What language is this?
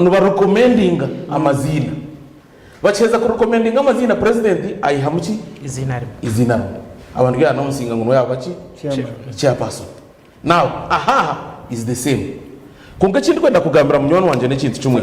Nyankole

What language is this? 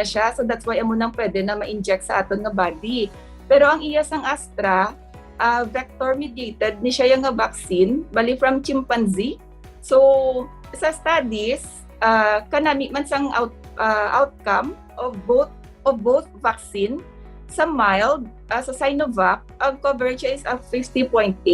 Hiligaynon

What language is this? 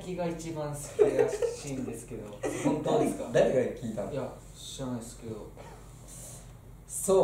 Japanese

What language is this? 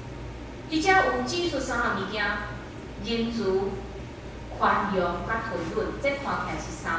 Min Nan Chinese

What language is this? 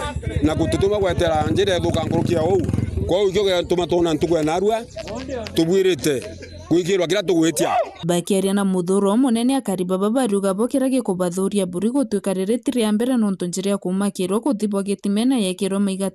Meru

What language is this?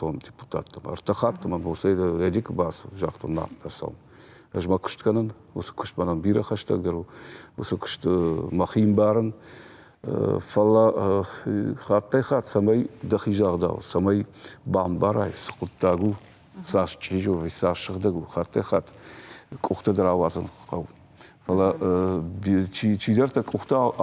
Ossetic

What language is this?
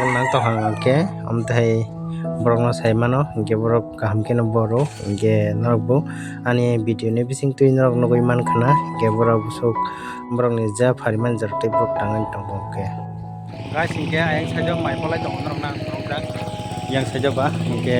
Kok Borok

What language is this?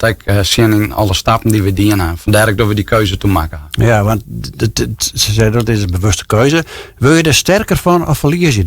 Western Frisian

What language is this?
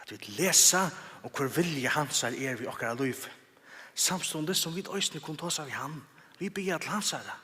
Faroese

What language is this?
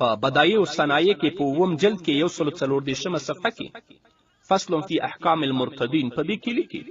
Pashto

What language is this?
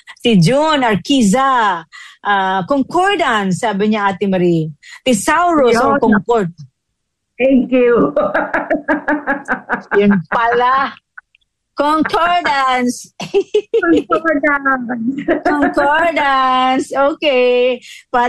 Filipino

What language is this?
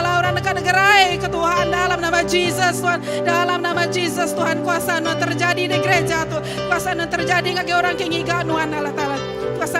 Iban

